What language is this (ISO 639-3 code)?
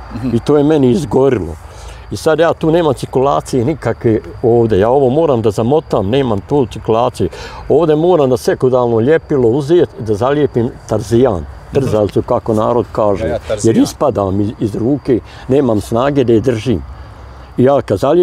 bos